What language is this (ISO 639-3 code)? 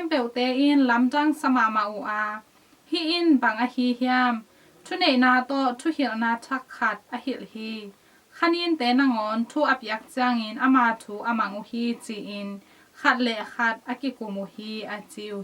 ctd